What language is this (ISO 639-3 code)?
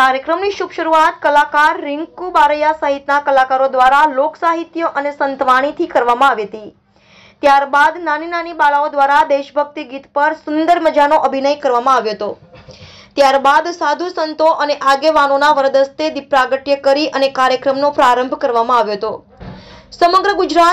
guj